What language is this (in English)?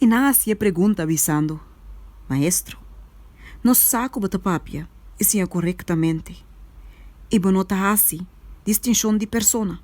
Papiamento